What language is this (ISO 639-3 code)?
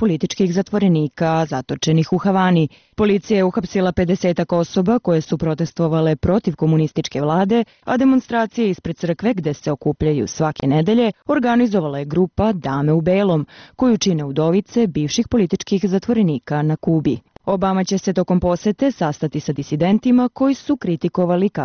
srp